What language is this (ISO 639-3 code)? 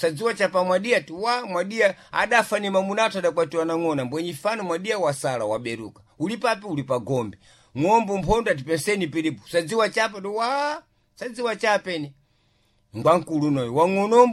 seh